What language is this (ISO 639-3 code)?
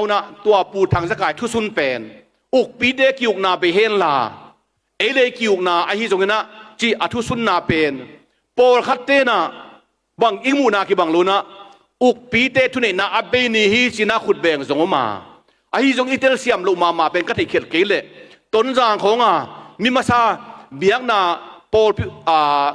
ctd